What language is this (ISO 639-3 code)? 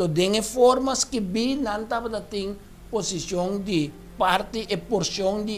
pap